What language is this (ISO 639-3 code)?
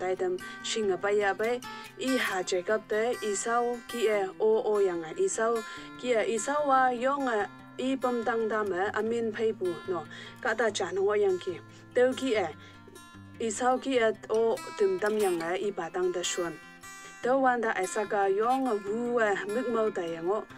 nbe